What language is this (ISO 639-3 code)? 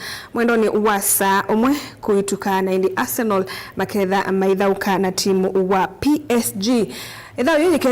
kam